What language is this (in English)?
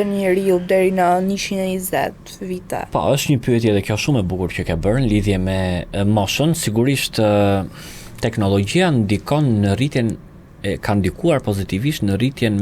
Albanian